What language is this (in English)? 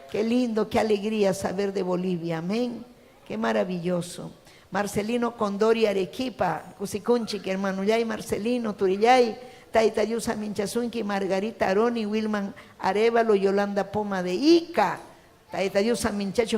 Ayacucho Quechua